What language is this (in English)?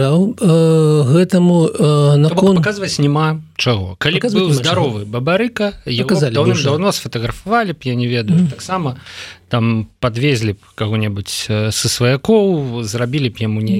Belarusian